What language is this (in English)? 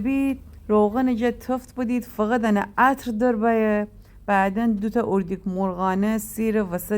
Gilaki